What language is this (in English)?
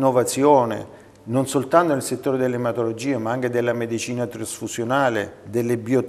Italian